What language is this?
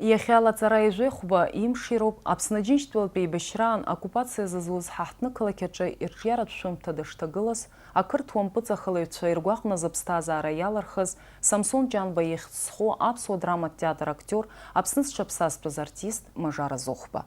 Abkhazian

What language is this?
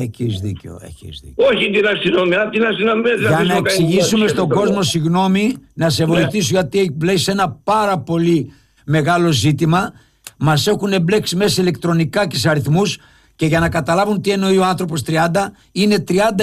Greek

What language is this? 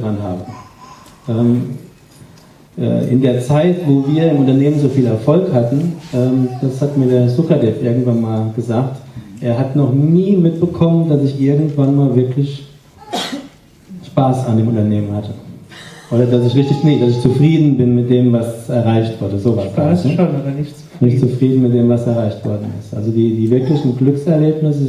German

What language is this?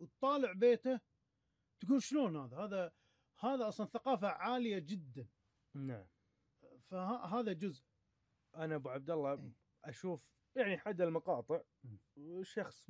Gulf Arabic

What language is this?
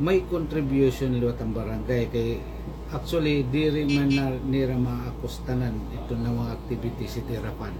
Waray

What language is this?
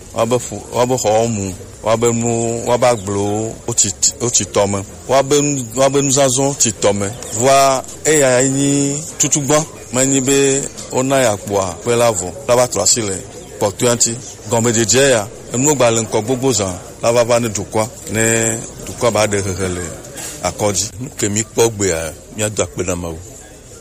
Gen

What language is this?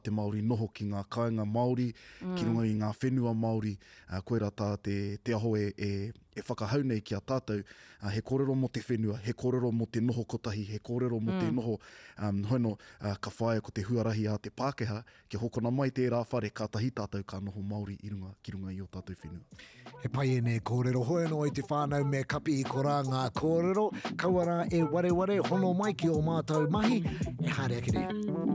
Māori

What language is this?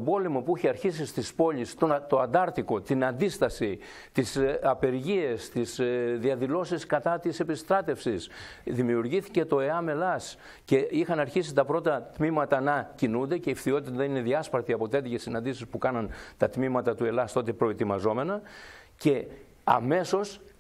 Greek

